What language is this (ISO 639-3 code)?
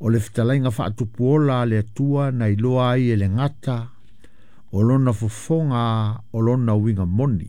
smo